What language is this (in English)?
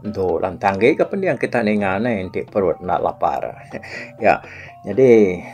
Iban